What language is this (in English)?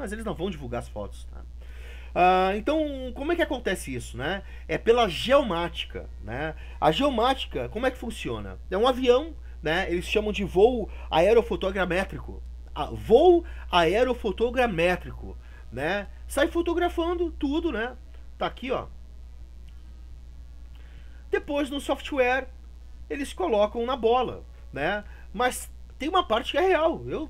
Portuguese